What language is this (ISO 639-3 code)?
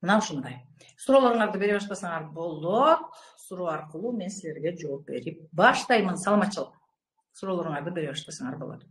kir